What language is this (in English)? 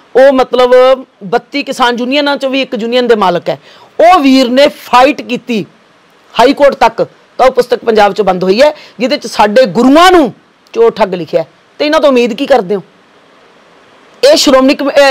Punjabi